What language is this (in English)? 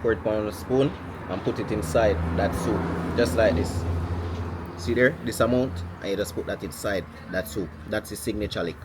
Jamaican Creole English